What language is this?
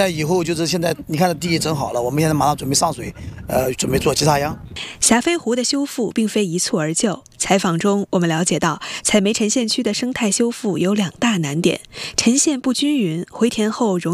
Chinese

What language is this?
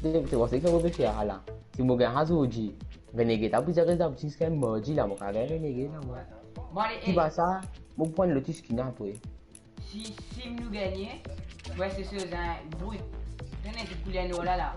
Morisyen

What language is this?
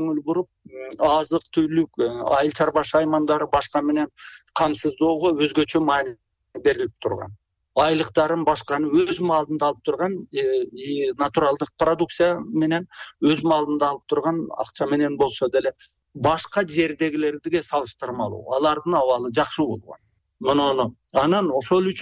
Kyrgyz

